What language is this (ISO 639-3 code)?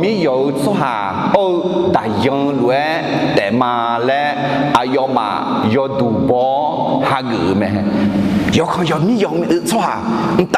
ahk